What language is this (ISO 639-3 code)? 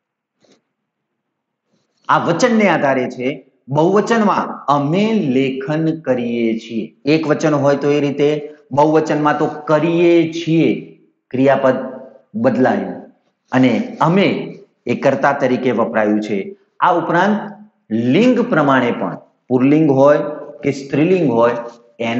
guj